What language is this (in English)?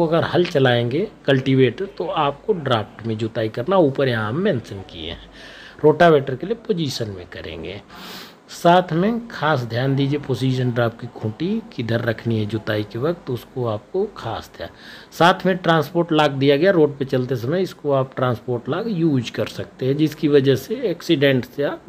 Hindi